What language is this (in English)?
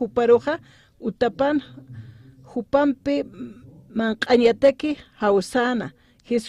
Aymara